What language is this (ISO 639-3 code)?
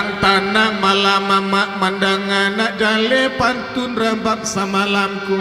min